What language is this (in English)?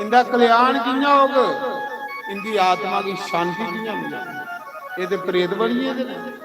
Dogri